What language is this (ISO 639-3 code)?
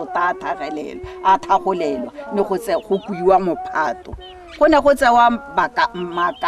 tsn